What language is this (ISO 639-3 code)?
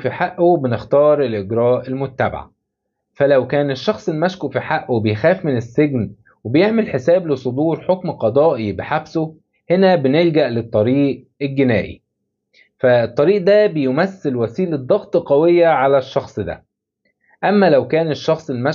arz